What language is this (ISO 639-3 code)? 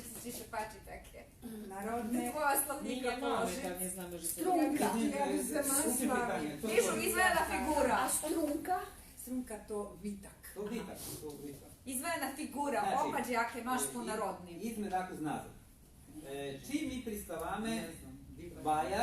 rue